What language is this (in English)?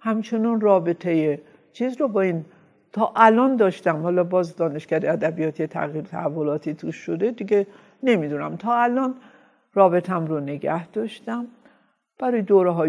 Persian